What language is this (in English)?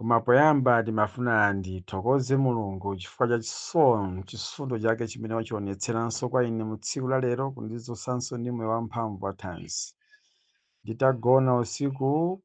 Nyanja